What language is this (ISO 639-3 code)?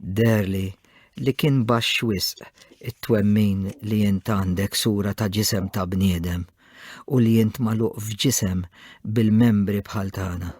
mlt